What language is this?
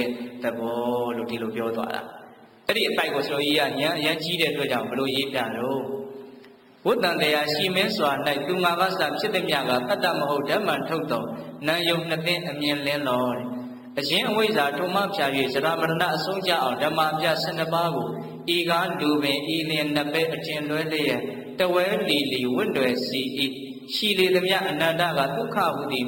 Burmese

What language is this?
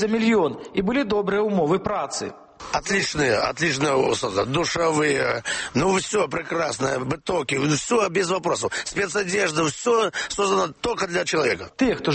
Belarusian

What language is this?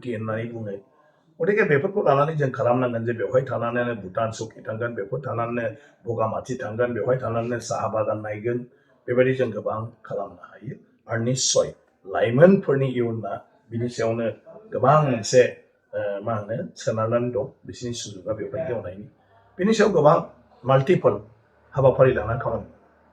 Bodo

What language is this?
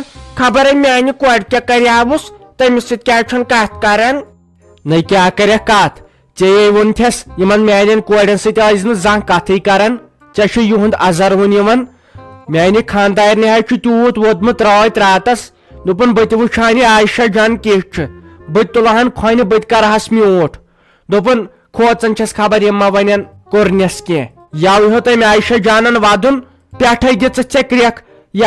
Kashmiri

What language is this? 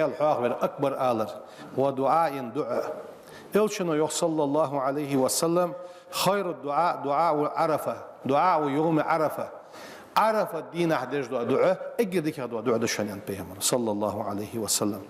Ingush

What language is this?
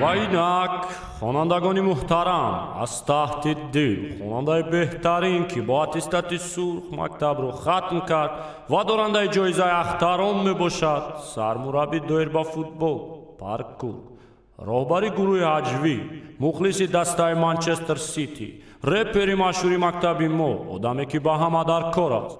Tajik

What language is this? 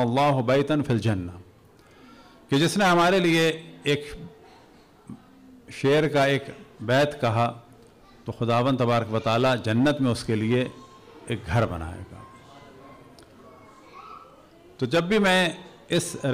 Urdu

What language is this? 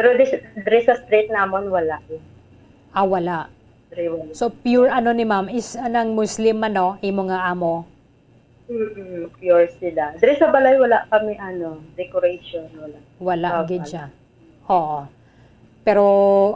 Hiligaynon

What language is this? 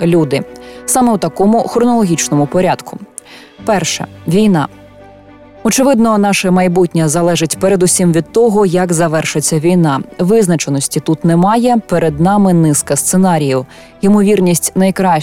Ukrainian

